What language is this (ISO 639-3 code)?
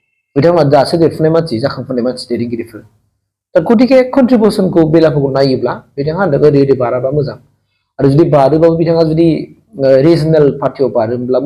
brx